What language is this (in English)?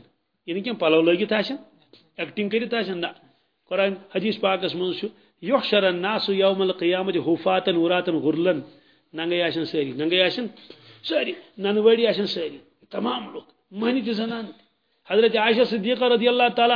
Kashmiri